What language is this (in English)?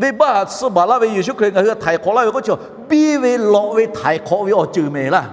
Lahu